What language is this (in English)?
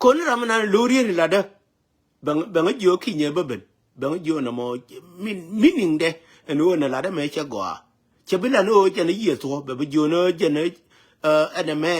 Nuer